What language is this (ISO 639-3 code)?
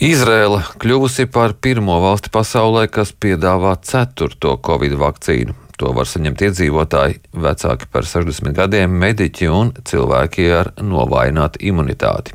lav